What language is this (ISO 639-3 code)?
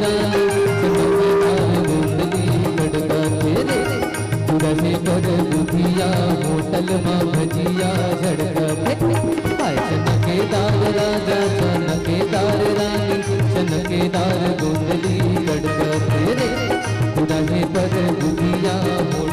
hne